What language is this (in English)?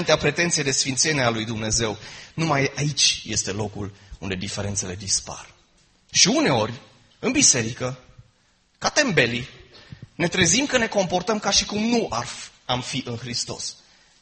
Romanian